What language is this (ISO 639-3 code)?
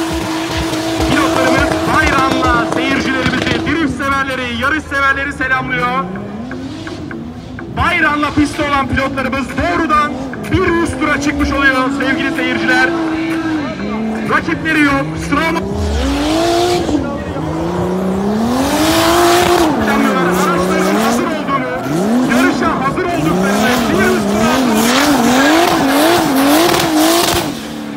tur